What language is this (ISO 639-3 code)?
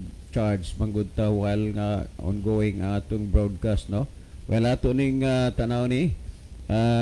ceb